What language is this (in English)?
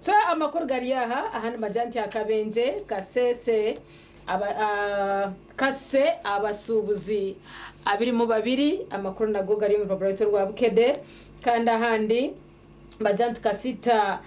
Nyankole